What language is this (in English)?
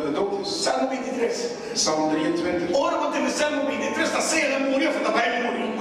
Papiamento